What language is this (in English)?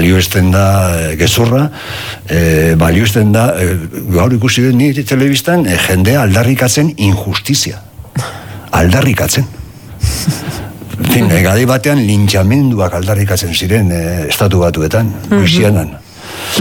Basque